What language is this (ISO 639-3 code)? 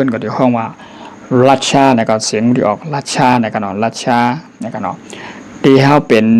shn